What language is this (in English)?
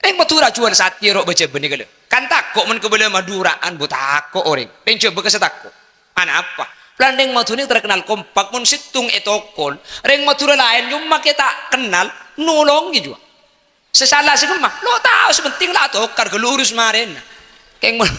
Madurese